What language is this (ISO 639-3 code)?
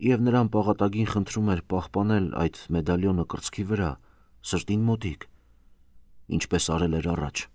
hye